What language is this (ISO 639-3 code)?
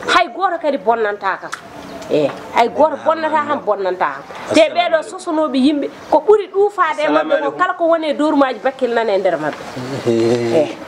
ful